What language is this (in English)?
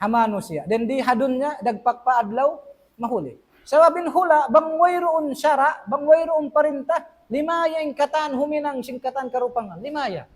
Tausug